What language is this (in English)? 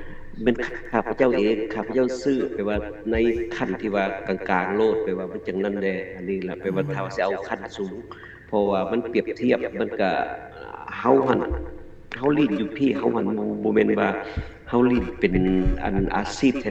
Lao